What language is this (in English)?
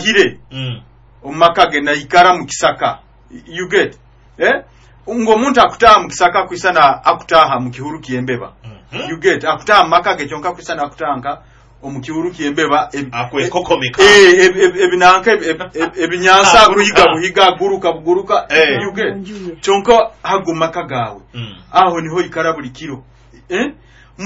Nyoro